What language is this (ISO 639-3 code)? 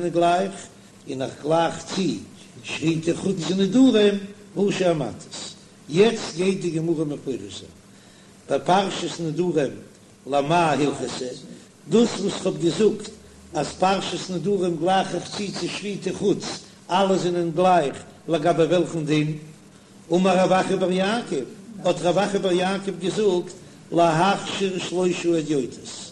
yid